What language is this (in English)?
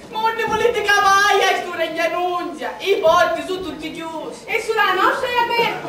Sicilian